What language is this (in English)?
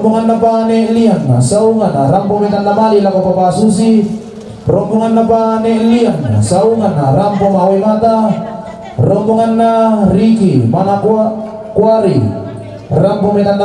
Toraja-Sa'dan